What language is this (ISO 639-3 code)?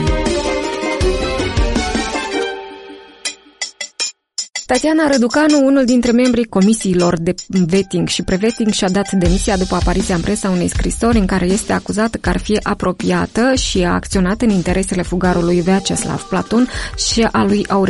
ron